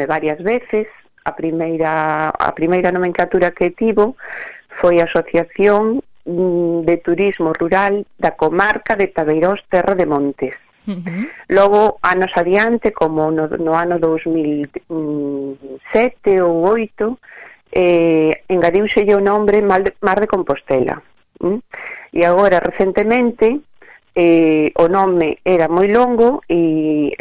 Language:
Galician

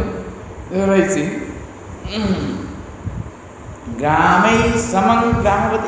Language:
Odia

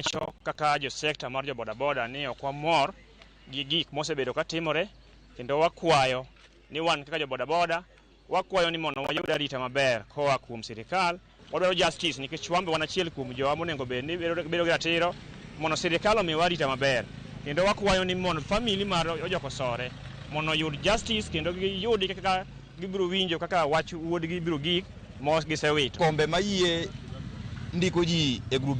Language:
Luo (Kenya and Tanzania)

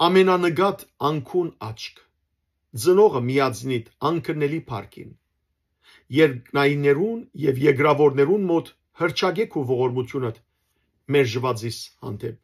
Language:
Western Armenian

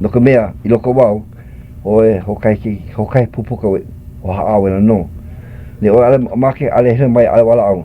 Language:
Hawaiian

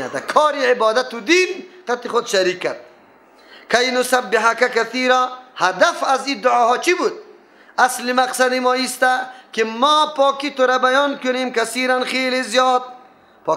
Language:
Persian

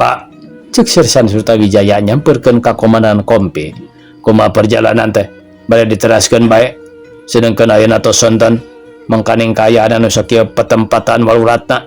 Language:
Sundanese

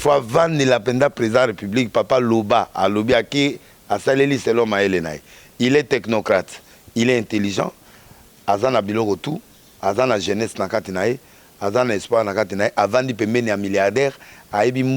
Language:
Lingala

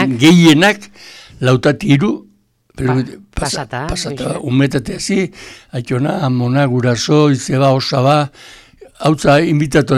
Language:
Basque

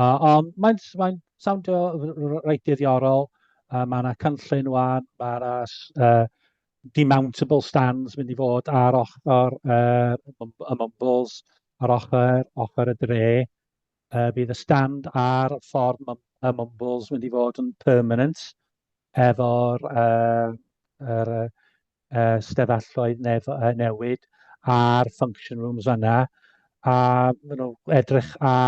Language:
Welsh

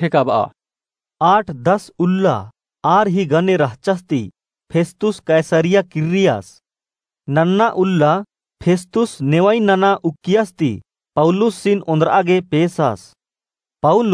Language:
Kurukh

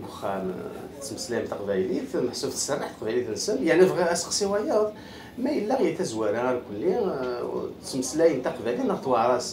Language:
Kabyle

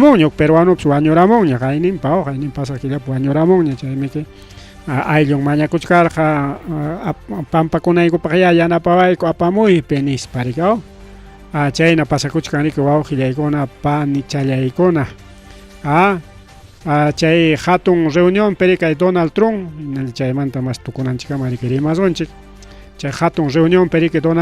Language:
Ayacucho Quechua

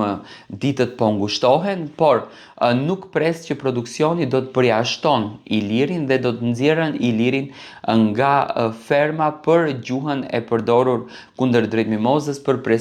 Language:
Albanian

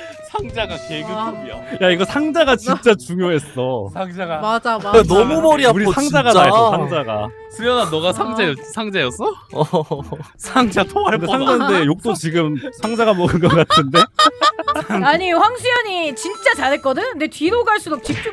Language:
Korean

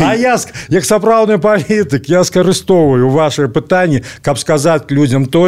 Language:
Belarusian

